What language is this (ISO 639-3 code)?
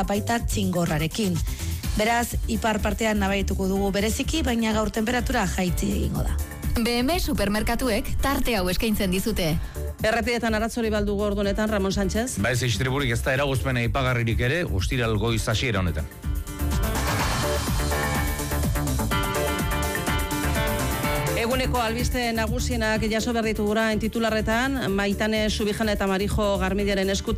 eus